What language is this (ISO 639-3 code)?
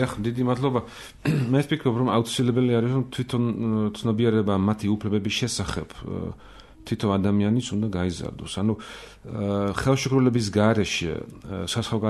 kat